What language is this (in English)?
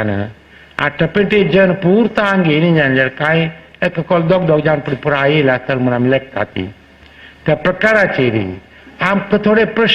Konkani